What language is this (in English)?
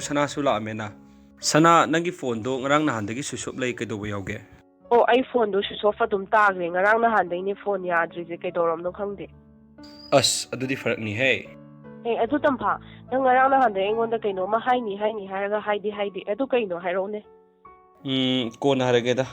Manipuri